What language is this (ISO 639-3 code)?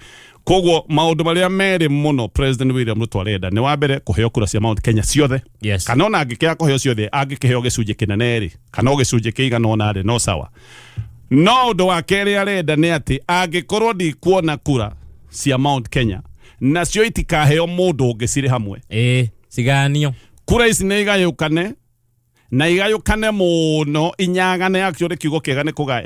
kik